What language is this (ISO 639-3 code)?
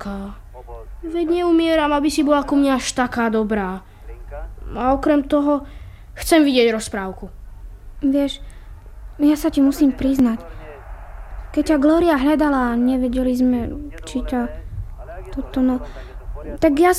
slk